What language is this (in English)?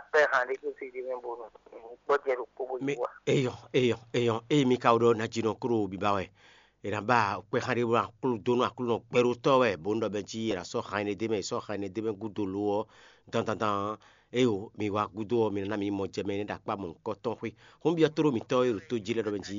Fon